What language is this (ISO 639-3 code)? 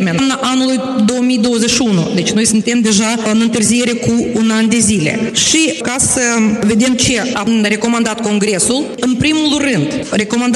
ron